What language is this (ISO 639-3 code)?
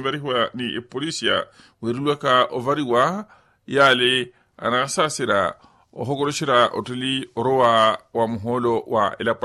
vmw